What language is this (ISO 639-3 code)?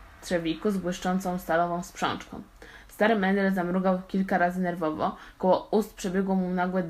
pol